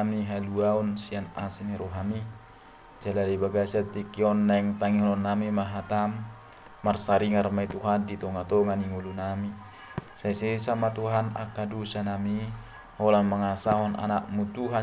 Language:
Batak Toba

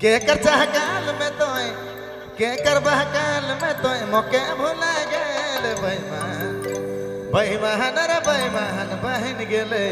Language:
Sadri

